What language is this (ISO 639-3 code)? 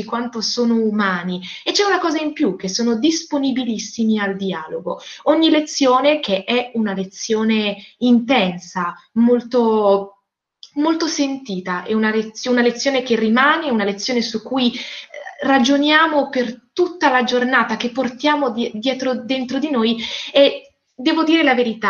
ita